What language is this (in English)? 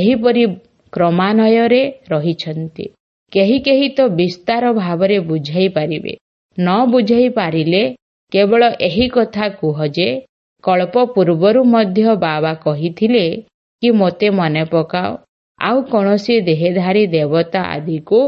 Odia